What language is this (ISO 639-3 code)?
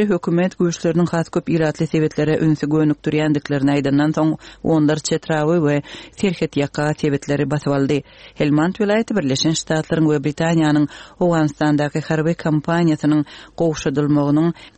tuk